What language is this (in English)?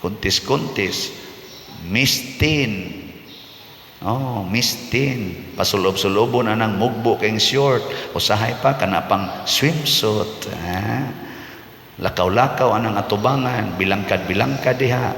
Cebuano